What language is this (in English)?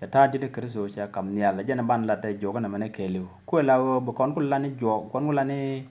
Nuer